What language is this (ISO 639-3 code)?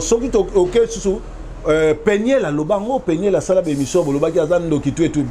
lin